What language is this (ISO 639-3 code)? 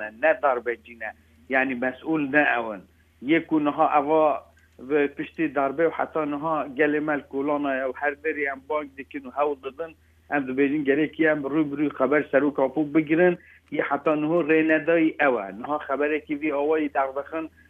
kur